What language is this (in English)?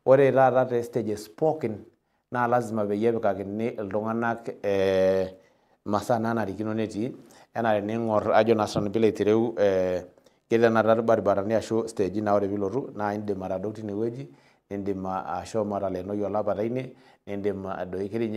Masai